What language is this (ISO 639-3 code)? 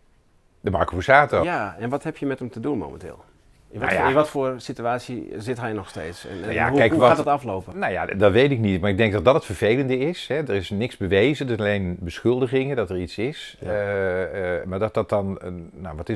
nld